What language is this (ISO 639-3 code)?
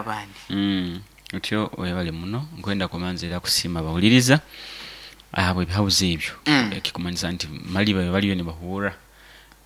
nyo